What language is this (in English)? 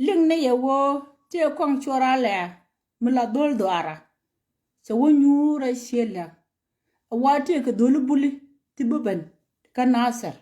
Nuer